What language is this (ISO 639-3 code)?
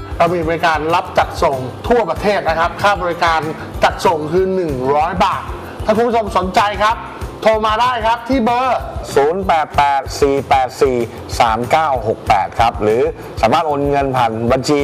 tha